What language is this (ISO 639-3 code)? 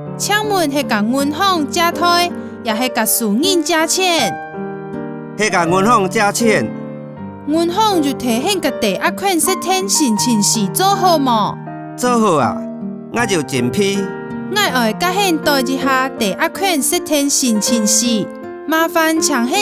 hak